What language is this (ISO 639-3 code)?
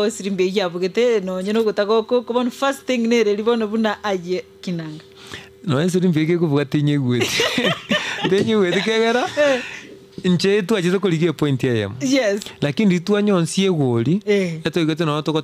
guz